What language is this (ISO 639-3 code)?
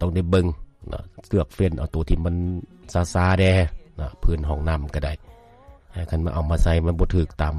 lao